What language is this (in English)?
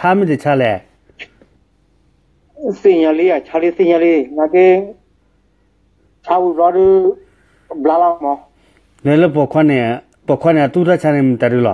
S'gaw Karen